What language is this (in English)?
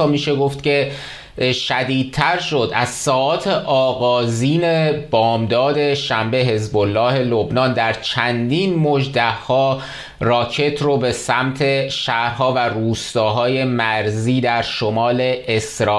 Persian